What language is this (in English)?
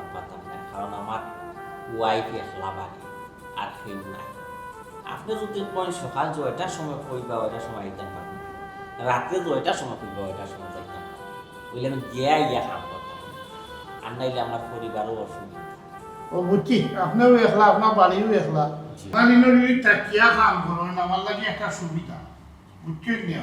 Sylheti